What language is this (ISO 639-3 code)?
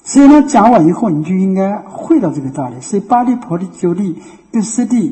zho